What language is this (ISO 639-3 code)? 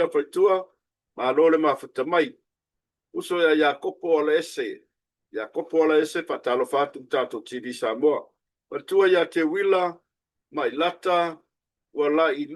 smo